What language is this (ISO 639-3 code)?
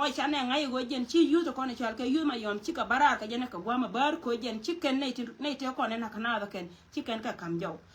nus